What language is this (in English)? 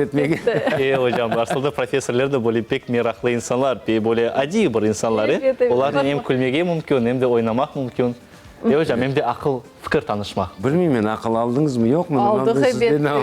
Crimean Tatar